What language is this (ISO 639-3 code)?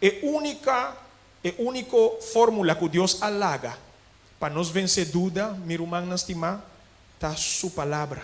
pap